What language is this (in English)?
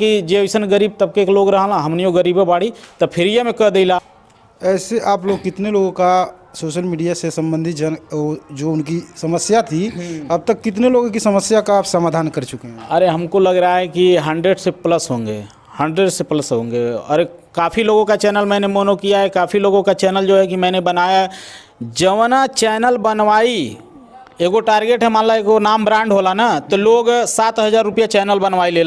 Bhojpuri